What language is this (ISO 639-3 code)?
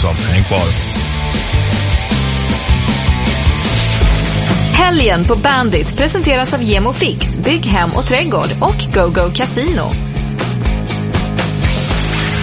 swe